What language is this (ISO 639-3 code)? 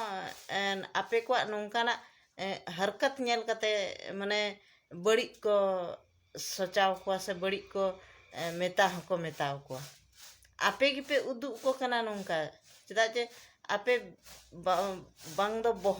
sat